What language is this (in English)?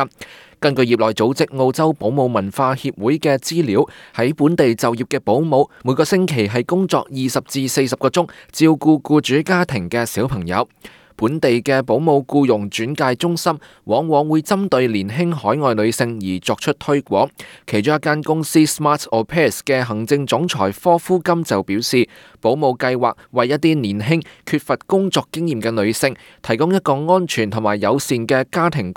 Cantonese